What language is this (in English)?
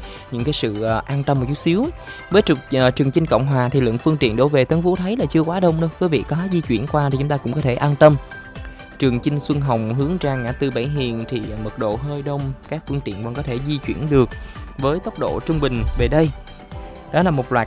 Vietnamese